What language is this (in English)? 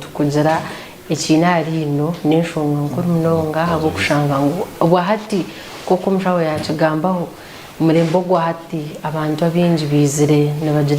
Nyankole